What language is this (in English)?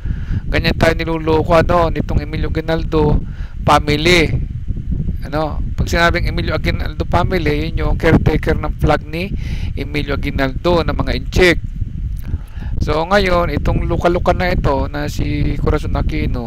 Filipino